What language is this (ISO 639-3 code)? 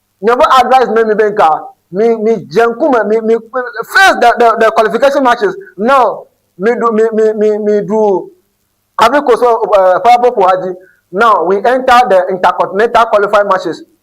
ewe